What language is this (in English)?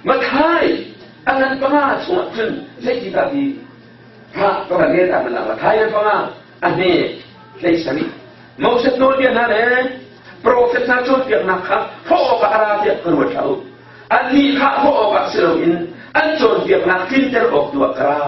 Hakha Chin